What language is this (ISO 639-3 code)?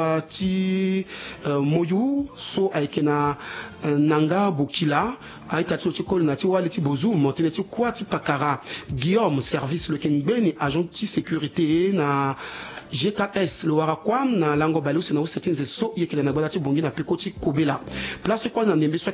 sag